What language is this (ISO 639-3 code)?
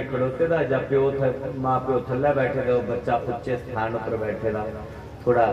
doi